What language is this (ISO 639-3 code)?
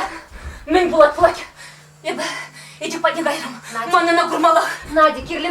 chv